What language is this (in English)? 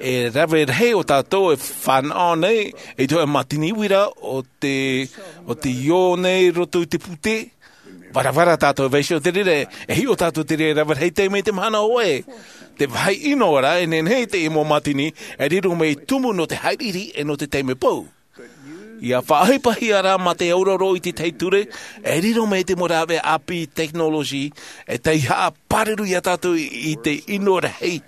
Tahitian